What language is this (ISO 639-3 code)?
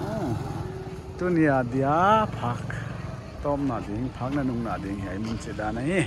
pck